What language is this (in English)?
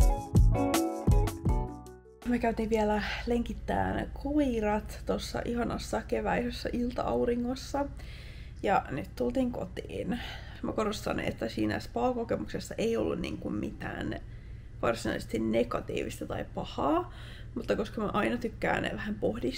Finnish